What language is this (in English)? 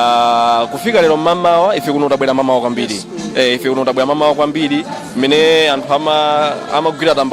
Nyanja